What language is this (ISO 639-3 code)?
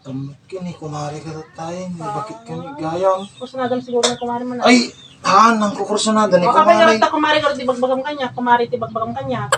ilo